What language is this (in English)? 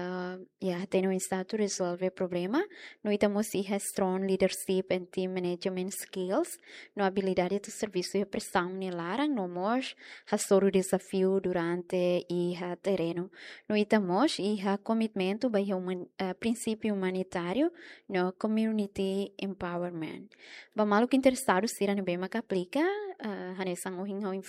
Tetum